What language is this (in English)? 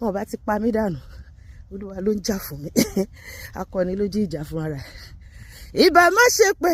Yoruba